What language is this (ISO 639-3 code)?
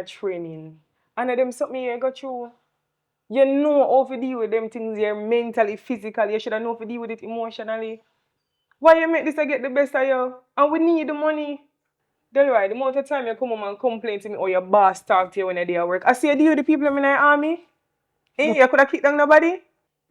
jam